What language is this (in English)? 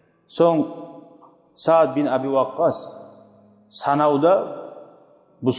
Kumyk